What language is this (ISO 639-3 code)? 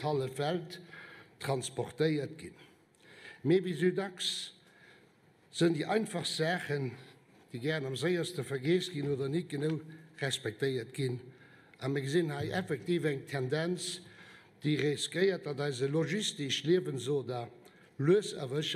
ltz